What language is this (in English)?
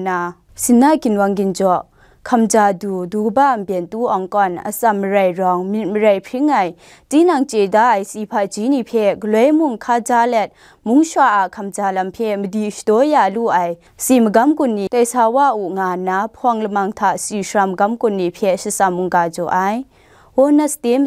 Kachin